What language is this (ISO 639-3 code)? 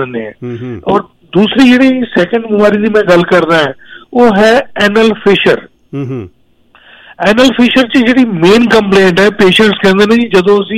pan